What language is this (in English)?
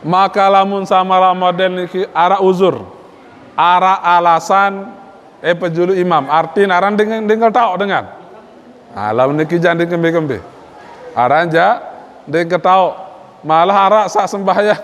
Sasak